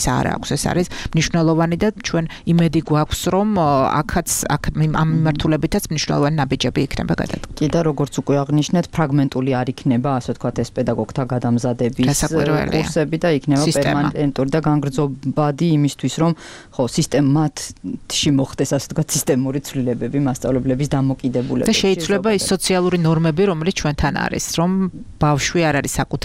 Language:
Georgian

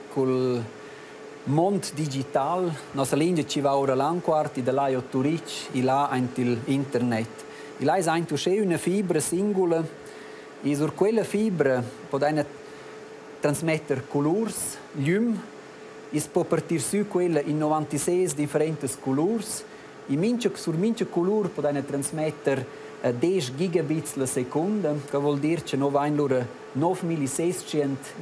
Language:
Romansh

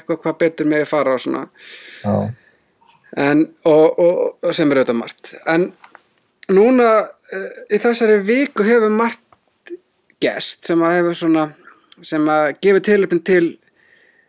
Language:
Icelandic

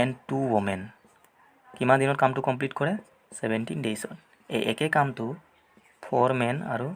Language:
Assamese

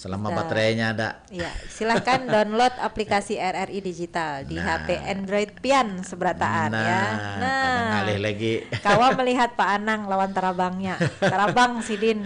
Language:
Banjar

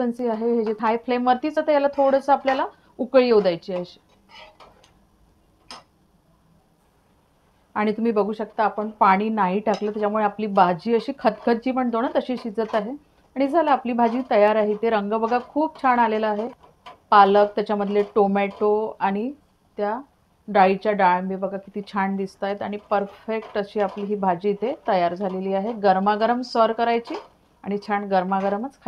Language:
Marathi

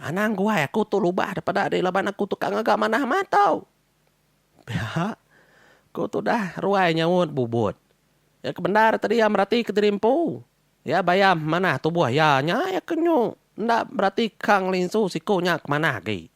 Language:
Iban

